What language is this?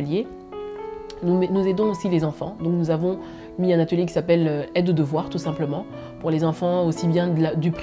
French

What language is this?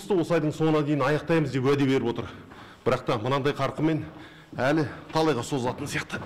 Kazakh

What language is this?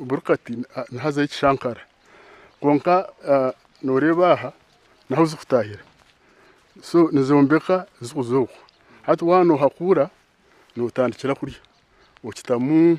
Nyankole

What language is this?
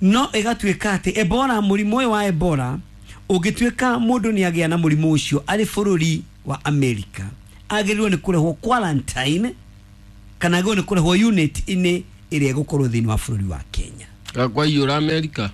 Kikuyu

